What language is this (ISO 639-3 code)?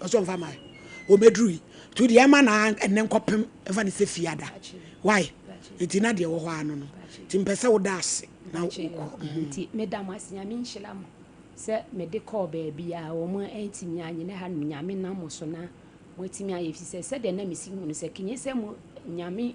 aka